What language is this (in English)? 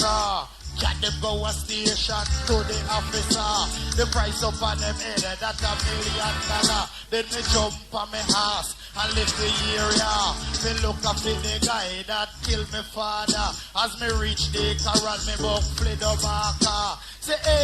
Jamaican Creole English